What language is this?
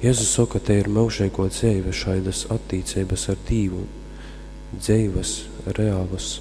Latgalian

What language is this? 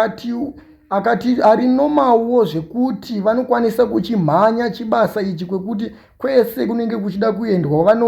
Shona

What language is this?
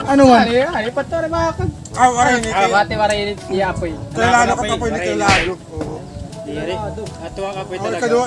Waray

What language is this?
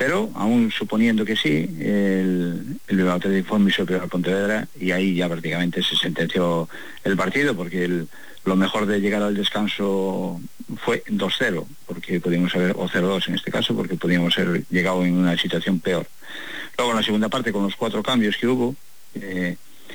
Spanish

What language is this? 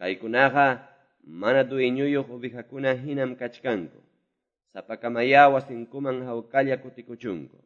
Quechua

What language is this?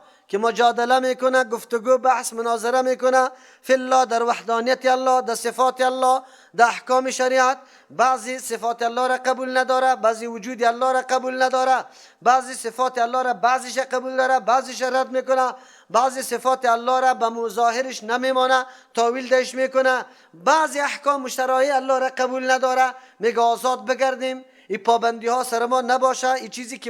Persian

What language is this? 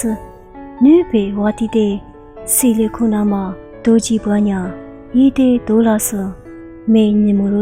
Lisu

